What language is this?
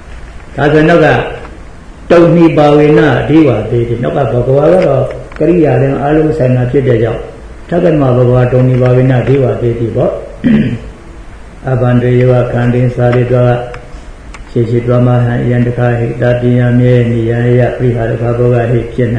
Burmese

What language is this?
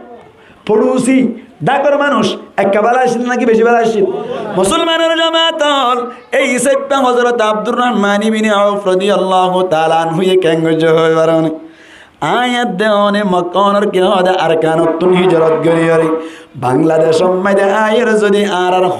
Rohingya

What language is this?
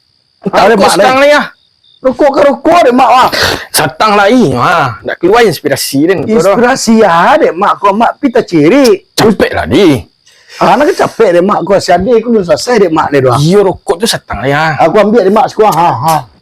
Minangkabau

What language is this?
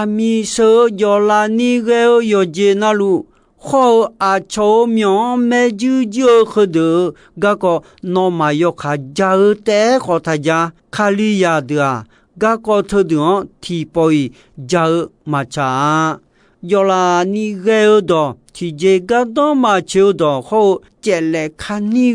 Akha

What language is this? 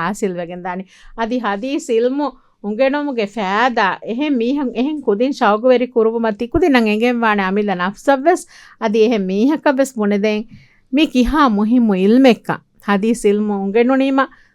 Divehi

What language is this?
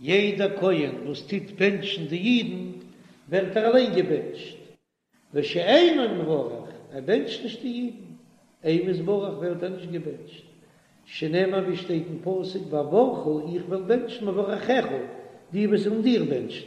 Yiddish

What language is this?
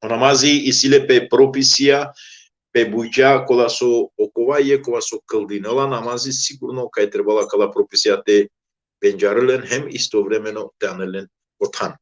Balkan Romani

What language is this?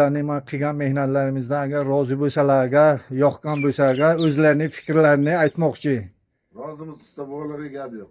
Uzbek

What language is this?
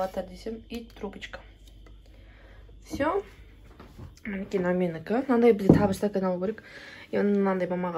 Kazakh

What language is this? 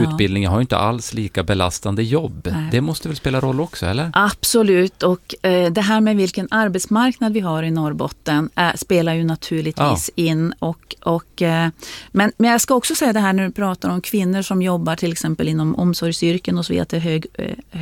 Swedish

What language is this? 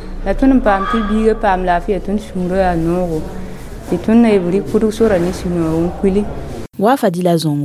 Mossi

